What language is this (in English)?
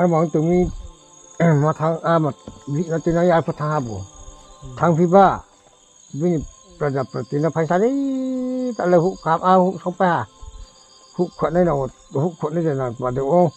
Riang (India)